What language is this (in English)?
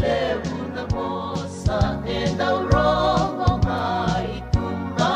Fijian